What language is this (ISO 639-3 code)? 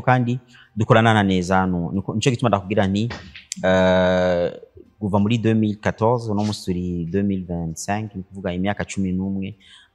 run